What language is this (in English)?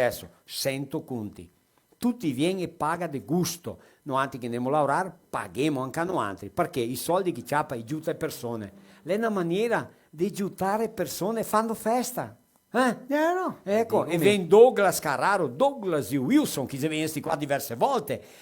Venetian